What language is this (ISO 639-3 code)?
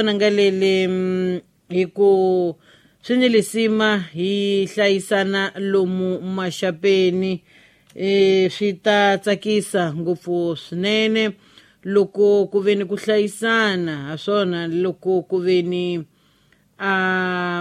tso